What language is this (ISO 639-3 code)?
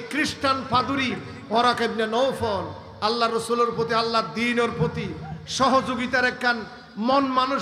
rhg